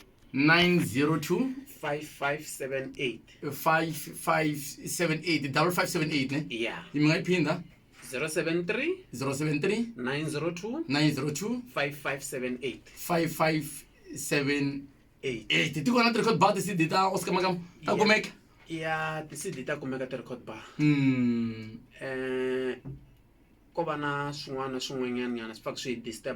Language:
Tsonga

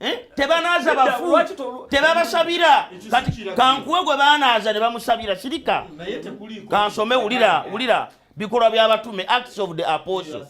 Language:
Ganda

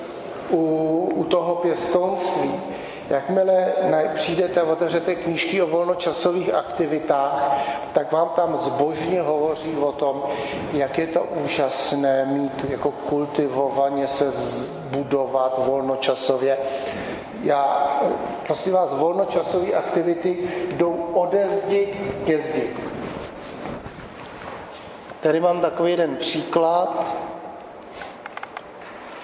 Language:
Czech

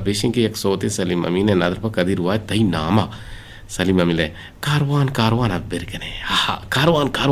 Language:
Eastern Balochi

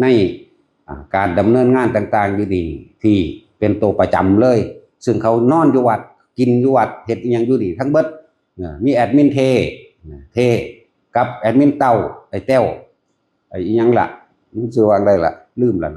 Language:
Northeastern Thai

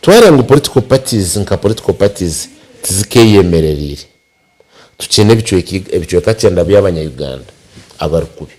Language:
Nyankole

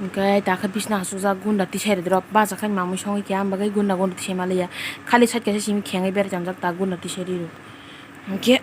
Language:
Kok Borok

